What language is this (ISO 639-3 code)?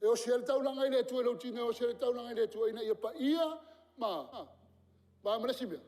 smo